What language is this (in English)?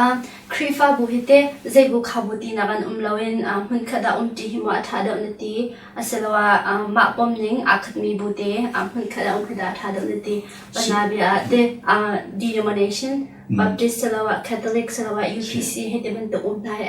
Hakha Chin